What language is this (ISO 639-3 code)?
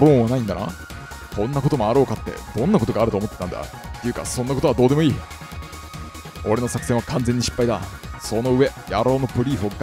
jpn